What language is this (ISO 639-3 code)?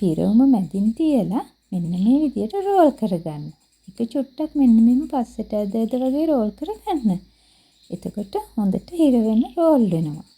sin